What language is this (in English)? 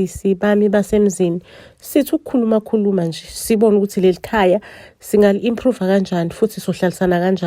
Zulu